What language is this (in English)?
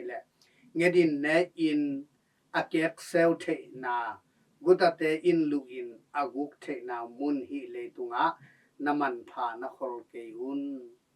Tedim Chin